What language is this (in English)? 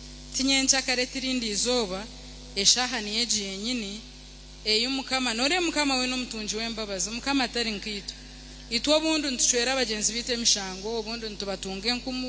Nyankole